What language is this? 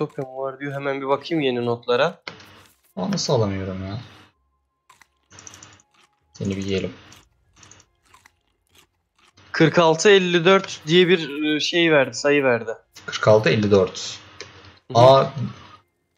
Turkish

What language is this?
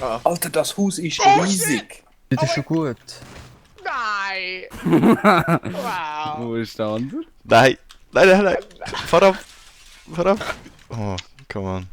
Swiss German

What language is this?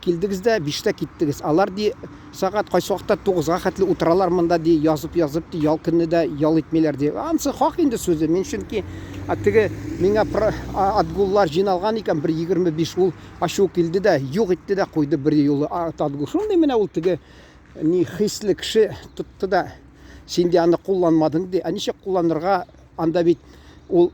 Tatar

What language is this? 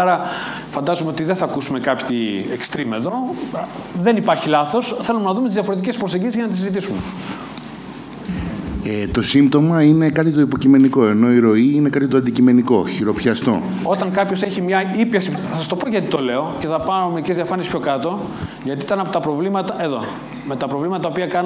Greek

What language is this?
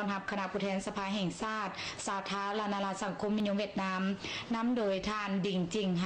Lao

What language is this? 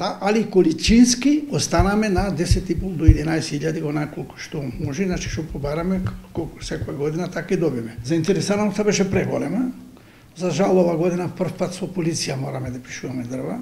Macedonian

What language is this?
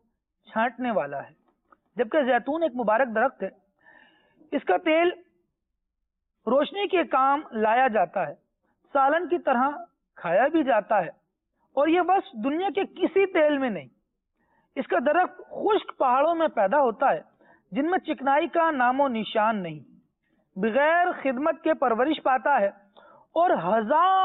Urdu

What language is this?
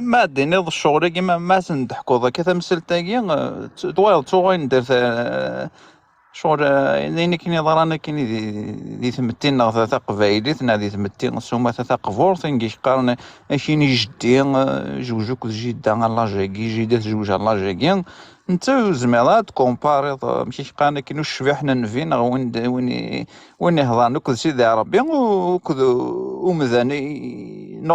Kabyle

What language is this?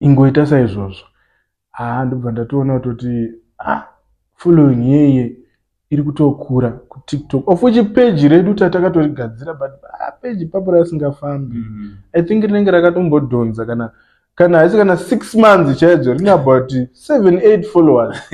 Shona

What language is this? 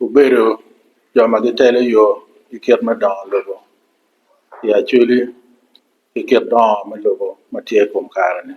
Acoli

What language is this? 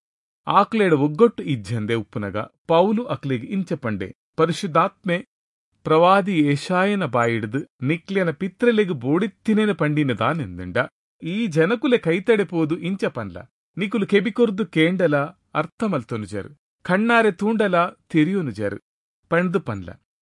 Tulu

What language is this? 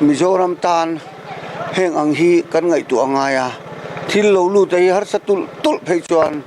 Mizo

